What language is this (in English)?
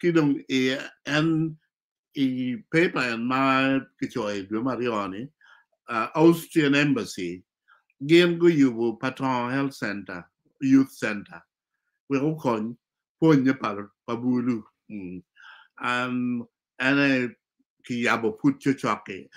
Acoli